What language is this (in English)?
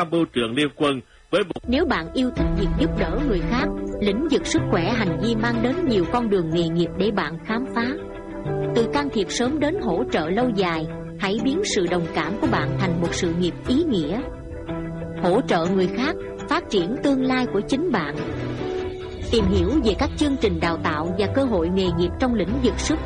Vietnamese